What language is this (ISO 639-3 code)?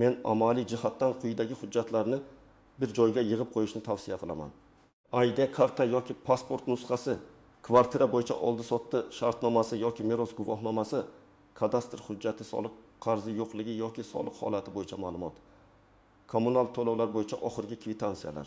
uzb